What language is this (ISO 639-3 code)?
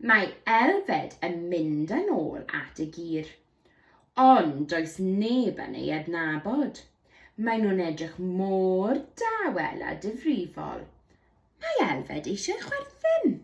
cym